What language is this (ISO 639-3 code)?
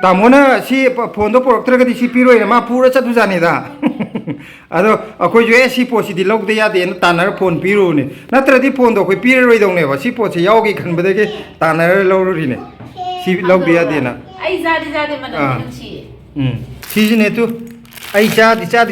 mni